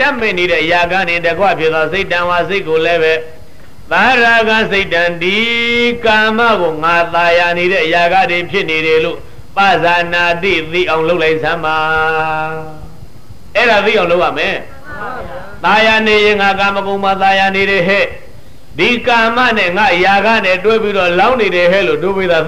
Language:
Burmese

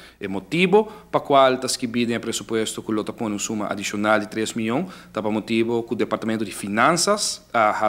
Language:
Papiamento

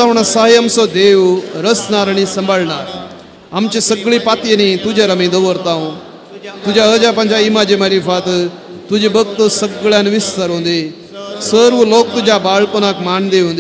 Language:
Konkani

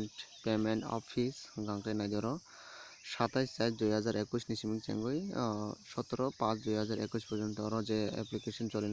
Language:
Kok Borok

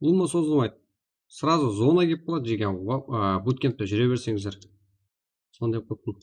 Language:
Kara-Kalpak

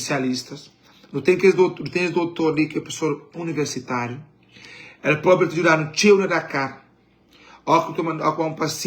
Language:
Kabuverdianu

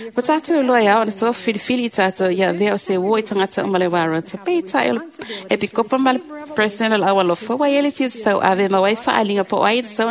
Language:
Samoan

